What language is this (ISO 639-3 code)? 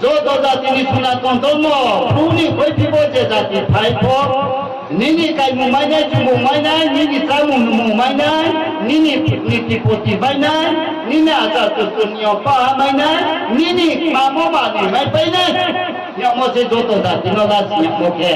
ria